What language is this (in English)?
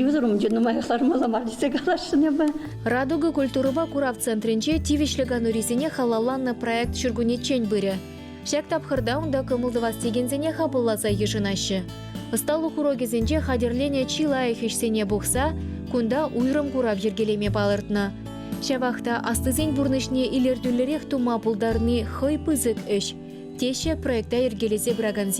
Chuvash